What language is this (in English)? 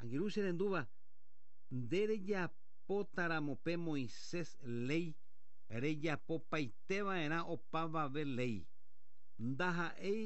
Guarani